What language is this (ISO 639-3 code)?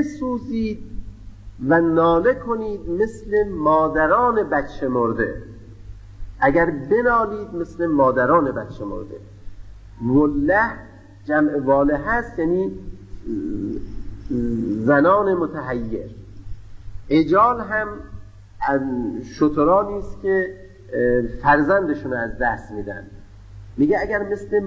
fas